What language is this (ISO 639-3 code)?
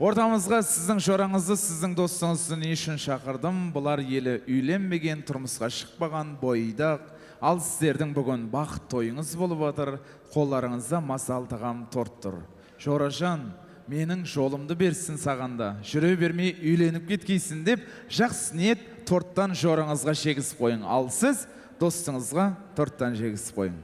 kaa